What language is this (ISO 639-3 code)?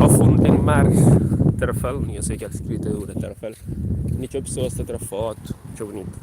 kea